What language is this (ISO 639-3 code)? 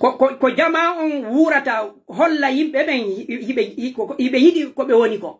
fuf